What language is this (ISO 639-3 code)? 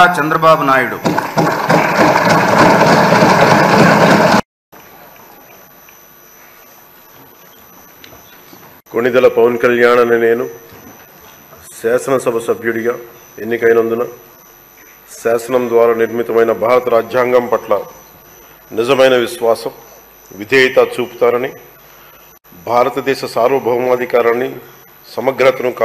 tel